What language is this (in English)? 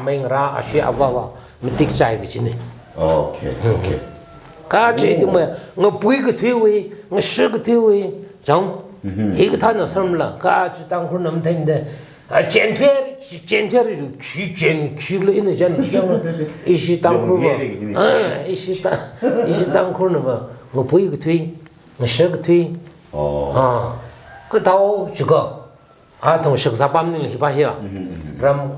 Tangkhul Naga (India)